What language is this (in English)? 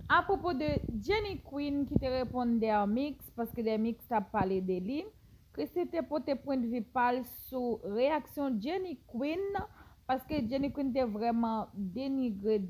Haitian Creole